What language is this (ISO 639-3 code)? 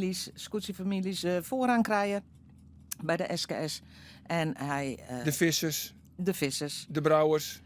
fry